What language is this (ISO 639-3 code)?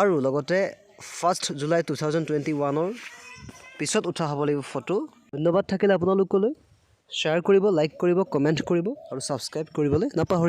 asm